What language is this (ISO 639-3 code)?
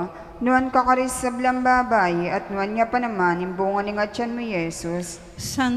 pam